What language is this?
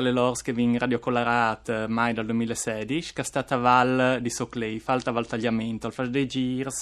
Friulian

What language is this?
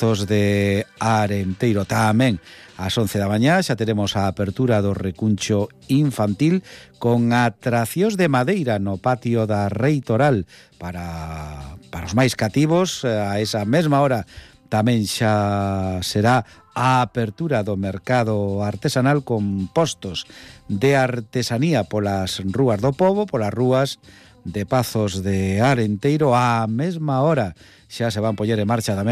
Galician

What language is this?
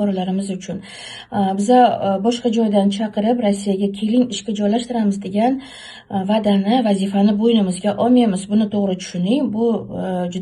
Uzbek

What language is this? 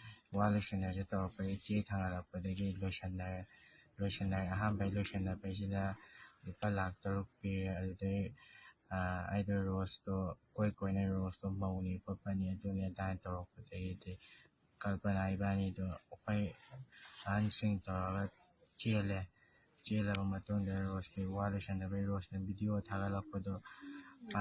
Manipuri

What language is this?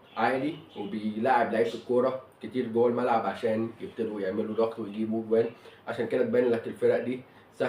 Egyptian Arabic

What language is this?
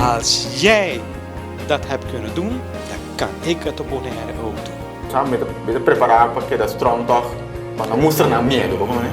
Papiamento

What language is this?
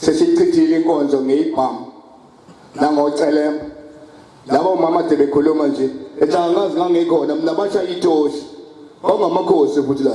Zulu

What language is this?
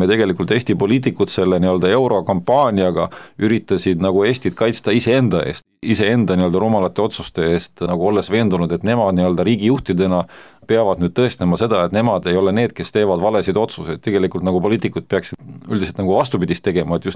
Estonian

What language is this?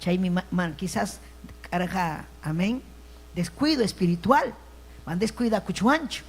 Ayacucho Quechua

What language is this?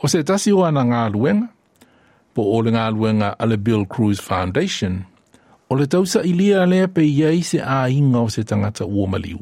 Samoan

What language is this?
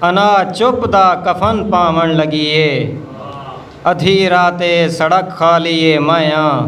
Saraiki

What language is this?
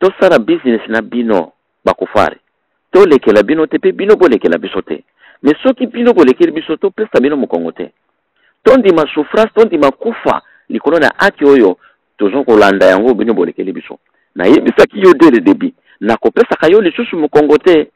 Lingala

